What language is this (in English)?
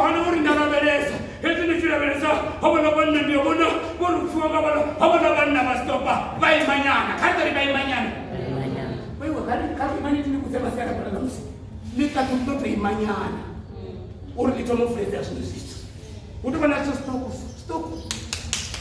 Venda